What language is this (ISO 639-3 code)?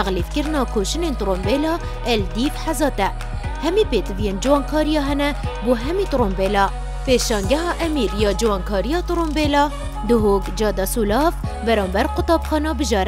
kur